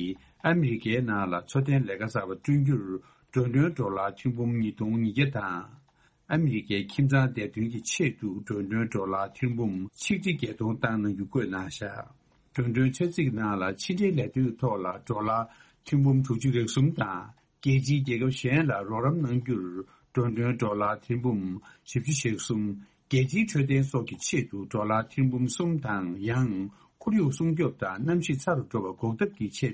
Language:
Tibetan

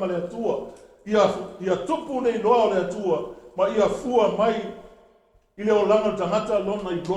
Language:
Samoan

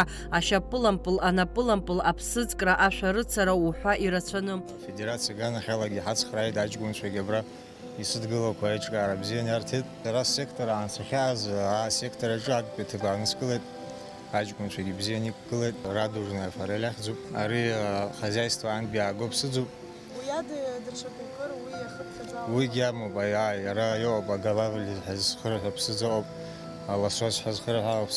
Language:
Abkhazian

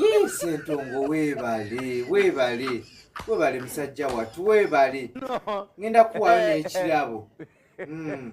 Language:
Ganda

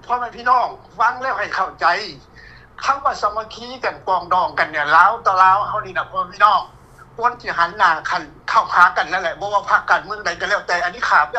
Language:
Lao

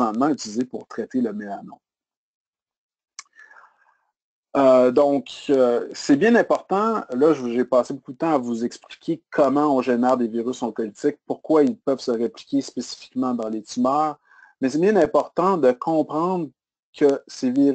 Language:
French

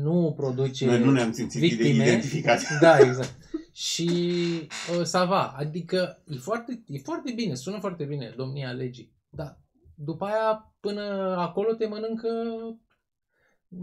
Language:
Romanian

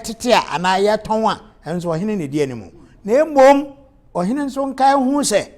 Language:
Akan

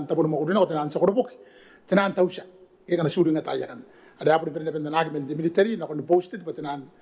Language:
Gilbertese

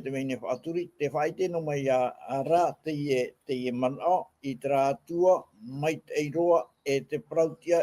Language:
Tahitian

